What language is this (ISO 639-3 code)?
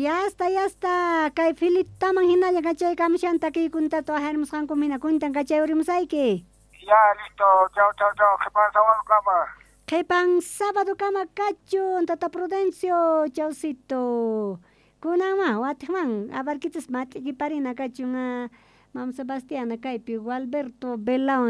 quh